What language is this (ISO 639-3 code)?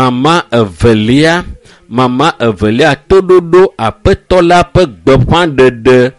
ewe